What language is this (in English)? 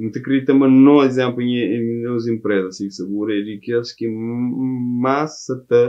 Kabuverdianu